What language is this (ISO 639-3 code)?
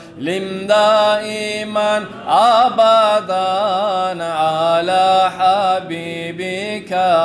kum